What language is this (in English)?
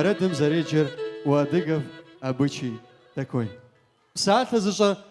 Kabardian